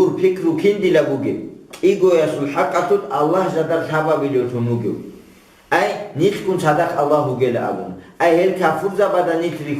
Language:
Avaric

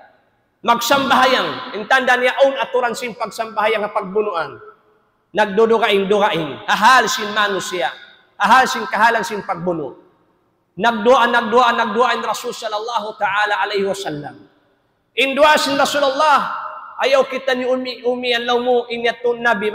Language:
Tausug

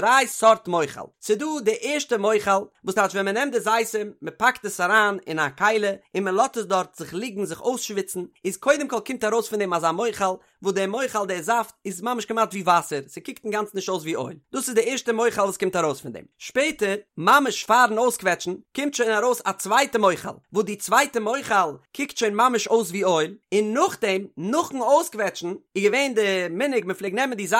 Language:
Yiddish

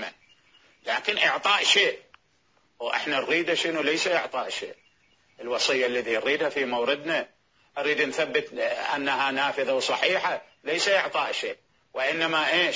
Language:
Mesopotamian Arabic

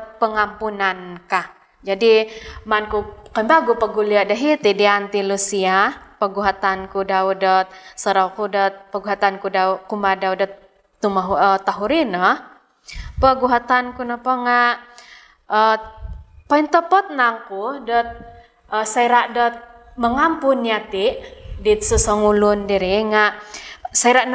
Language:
Central Dusun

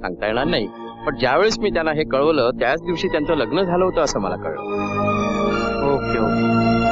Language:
Marathi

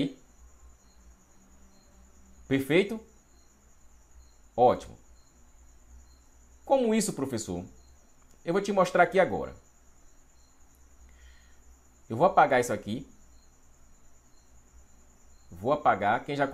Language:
Portuguese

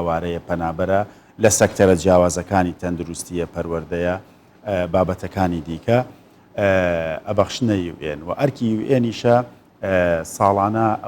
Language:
Central Kurdish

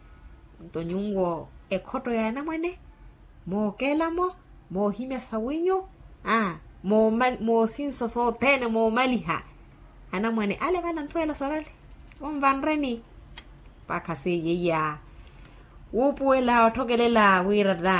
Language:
Makhuwa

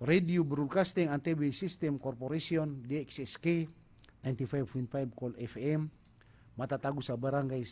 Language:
Maranao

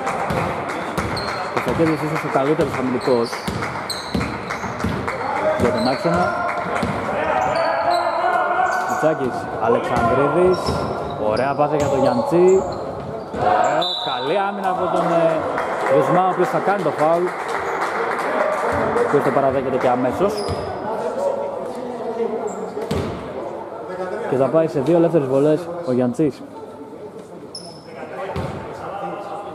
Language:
Greek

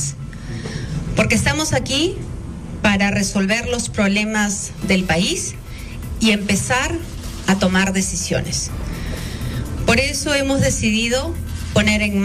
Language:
Spanish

